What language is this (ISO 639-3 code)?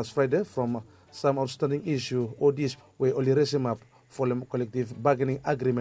bis